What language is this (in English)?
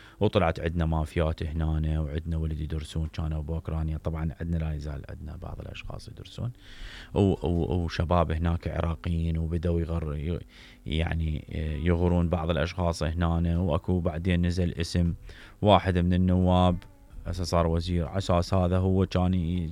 Mesopotamian Arabic